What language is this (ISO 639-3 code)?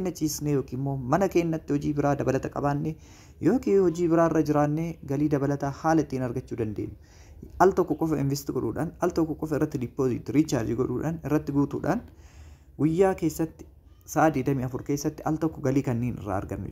orm